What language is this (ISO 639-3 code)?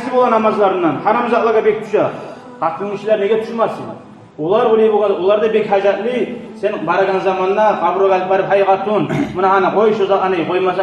kum